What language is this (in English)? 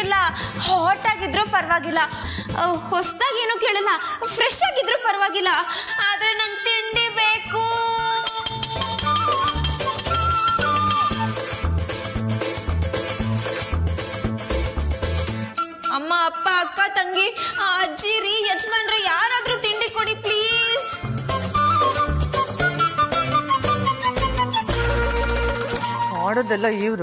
Kannada